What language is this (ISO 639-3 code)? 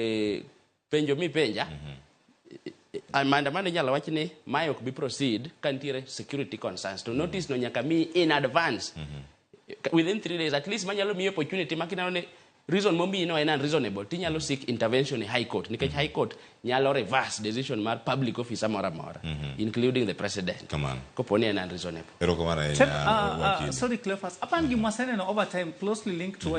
luo